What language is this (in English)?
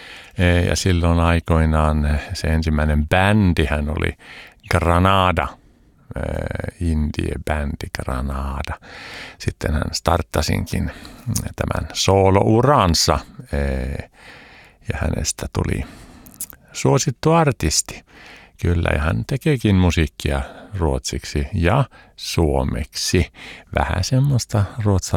Finnish